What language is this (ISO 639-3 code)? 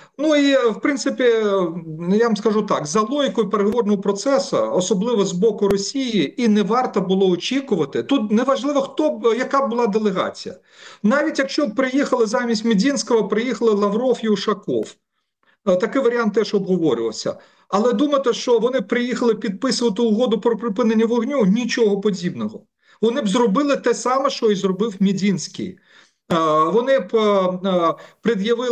ukr